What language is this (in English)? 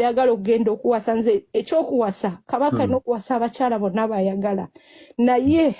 Ganda